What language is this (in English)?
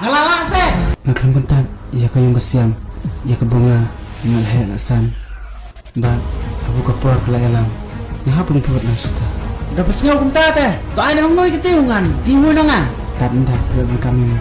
Khasi